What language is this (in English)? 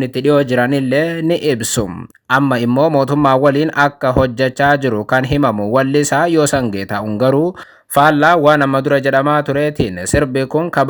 Oromo